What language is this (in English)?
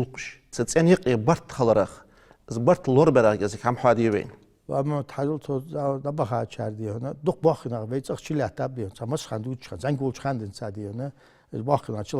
Ingush